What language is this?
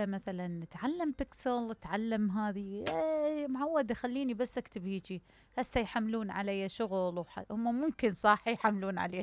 Mesopotamian Arabic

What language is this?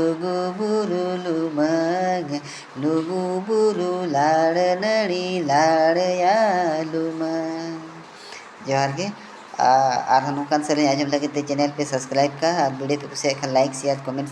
Santali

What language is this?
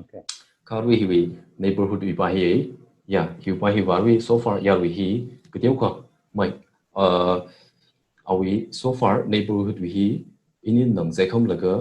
Tangkhul Naga (India)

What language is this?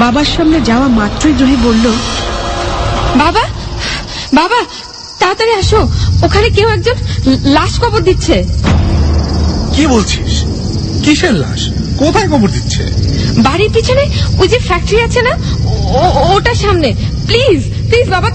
Bangla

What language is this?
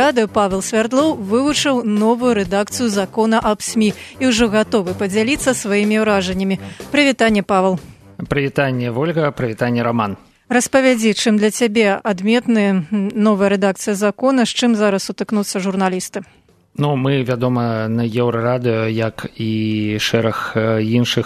Belarusian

